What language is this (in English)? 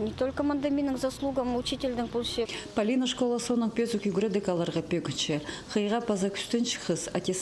Khakas